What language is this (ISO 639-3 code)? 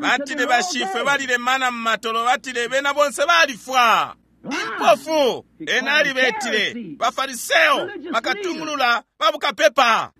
bem